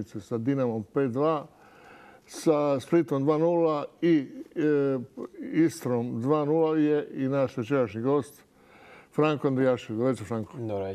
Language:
Croatian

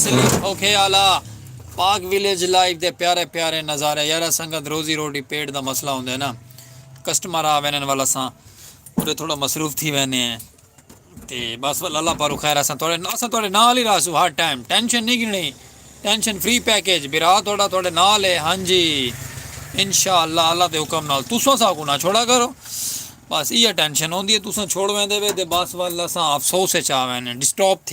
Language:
Saraiki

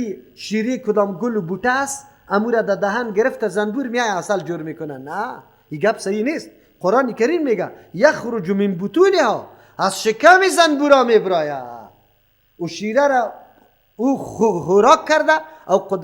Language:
Persian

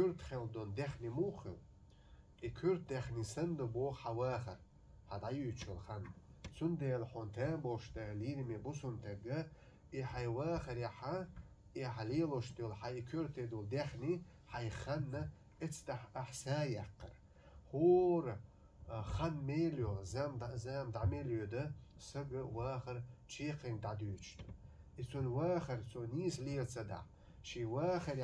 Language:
Chechen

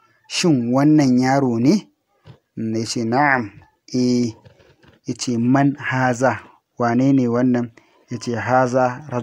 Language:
Hausa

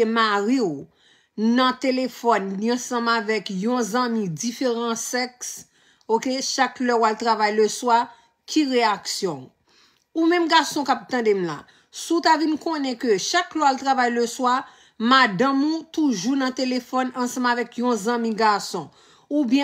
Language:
Haitian Creole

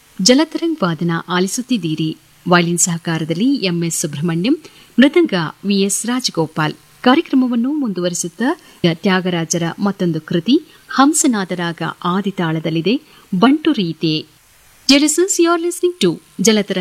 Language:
Kannada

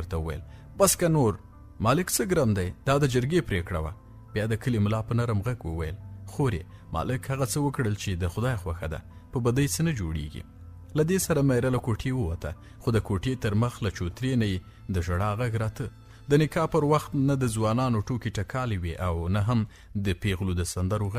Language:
Pashto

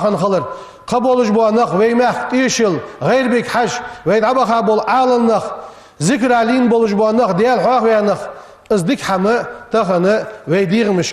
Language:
Ingush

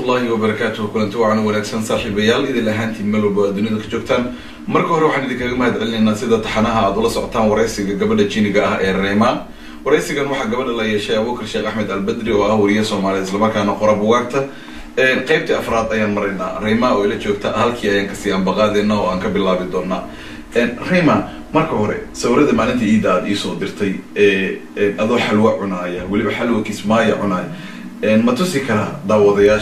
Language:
Somali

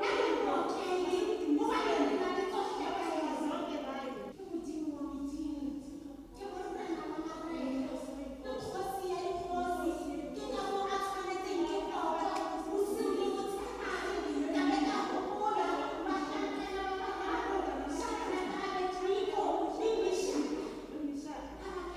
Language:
Tswana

